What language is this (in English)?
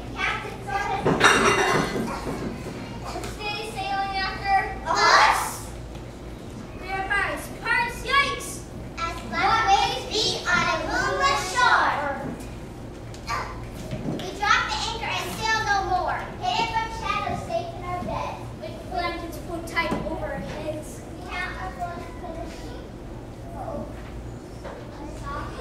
English